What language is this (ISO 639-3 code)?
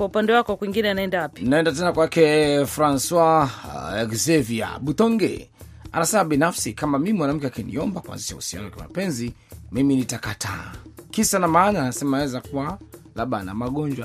swa